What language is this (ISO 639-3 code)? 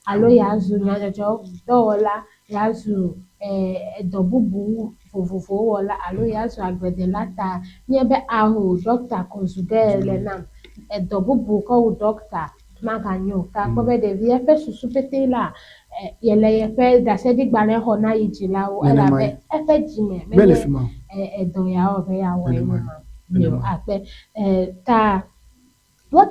ewe